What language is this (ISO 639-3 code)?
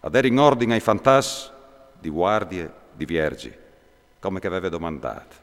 fur